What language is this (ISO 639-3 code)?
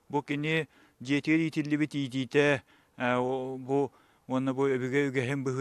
sah